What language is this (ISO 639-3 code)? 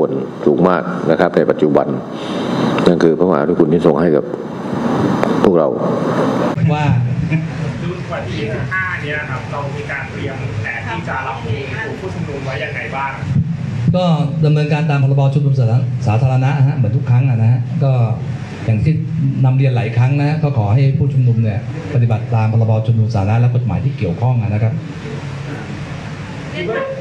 tha